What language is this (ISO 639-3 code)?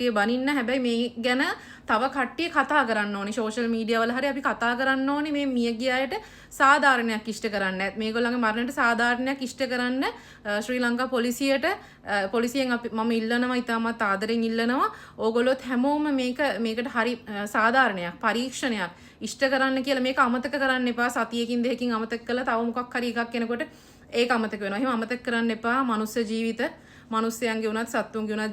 sin